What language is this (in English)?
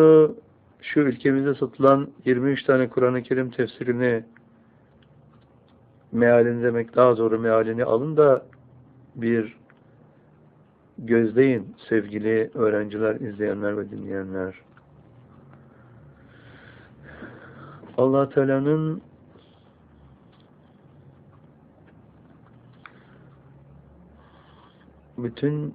Turkish